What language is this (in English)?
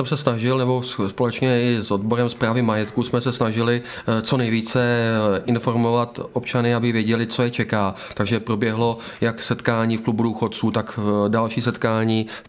Czech